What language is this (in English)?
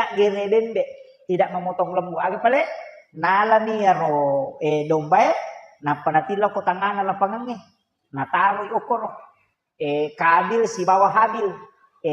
Buginese